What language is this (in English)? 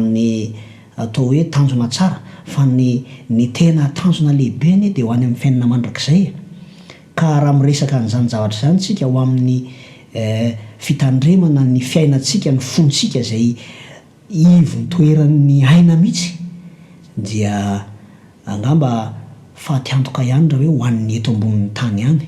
Malagasy